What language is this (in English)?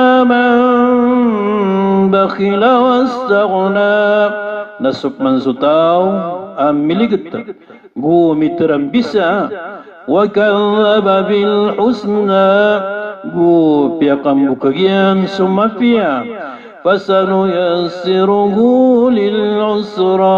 Maranao